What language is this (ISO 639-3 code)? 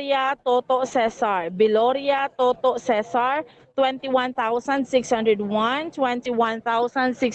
hil